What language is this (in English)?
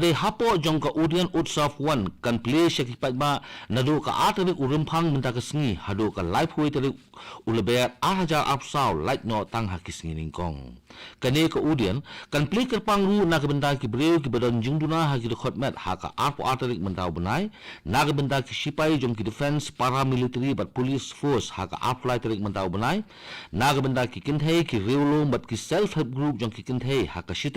Khasi